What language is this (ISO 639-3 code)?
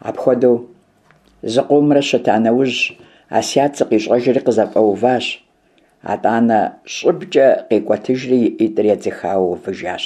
kbd